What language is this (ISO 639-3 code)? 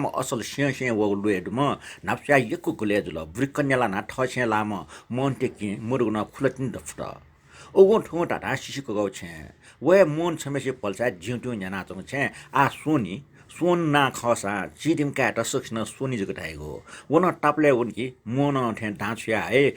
new